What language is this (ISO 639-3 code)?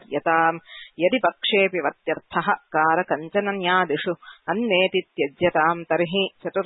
san